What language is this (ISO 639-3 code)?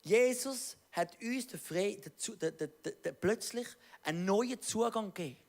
gsw